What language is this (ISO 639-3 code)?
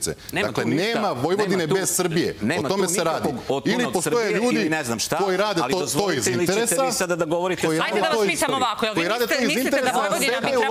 srp